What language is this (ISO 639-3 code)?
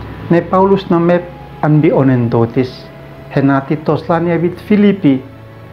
aoz